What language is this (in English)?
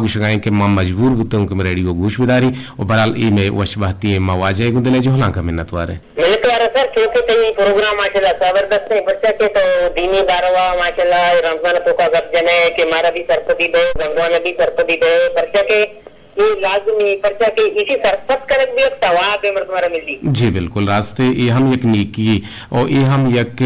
Eastern Balochi